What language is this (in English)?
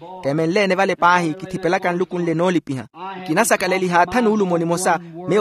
Makhuwa